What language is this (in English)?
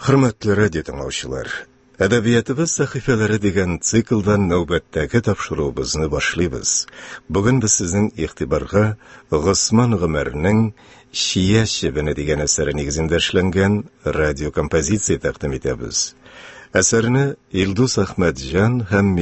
Tatar